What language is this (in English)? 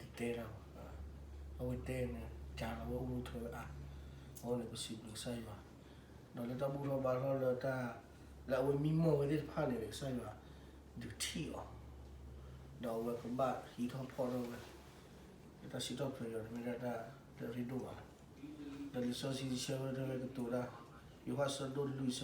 S'gaw Karen